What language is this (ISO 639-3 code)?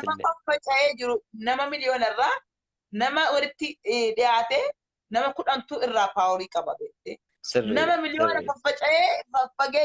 orm